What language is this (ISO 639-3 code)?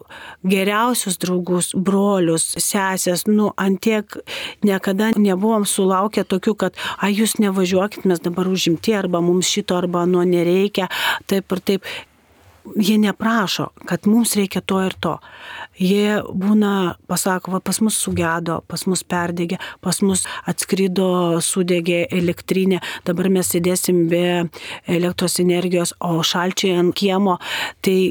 lit